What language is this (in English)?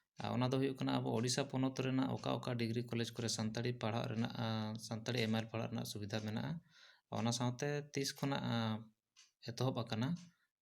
Santali